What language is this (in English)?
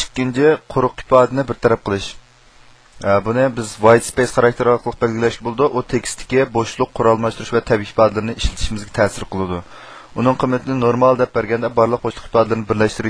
Uyghur